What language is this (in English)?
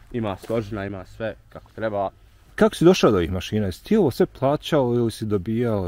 Bosnian